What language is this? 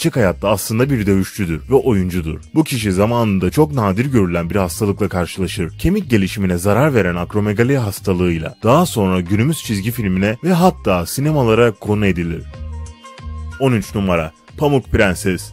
Turkish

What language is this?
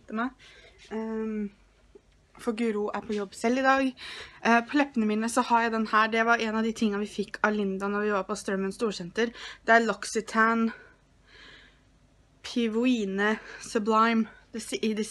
Norwegian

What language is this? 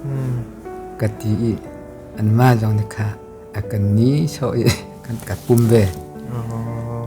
Hakha Chin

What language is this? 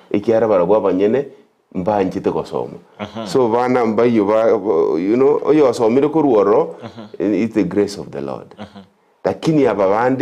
Gusii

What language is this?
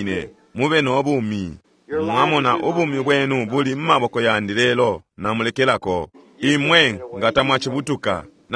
Bemba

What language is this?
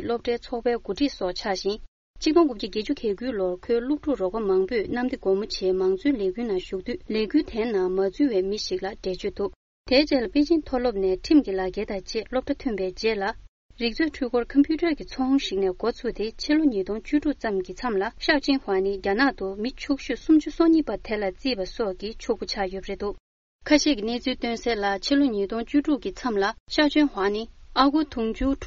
Tibetan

